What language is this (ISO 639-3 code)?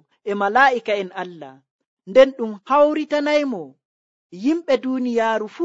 fuv